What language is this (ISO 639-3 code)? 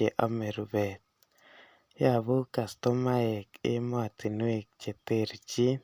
kln